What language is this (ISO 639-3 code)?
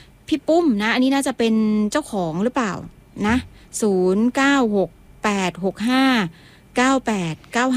tha